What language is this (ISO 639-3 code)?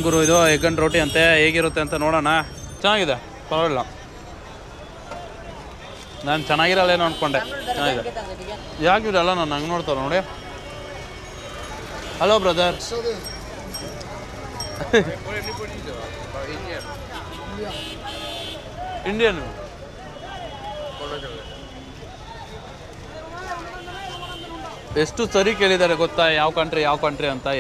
kan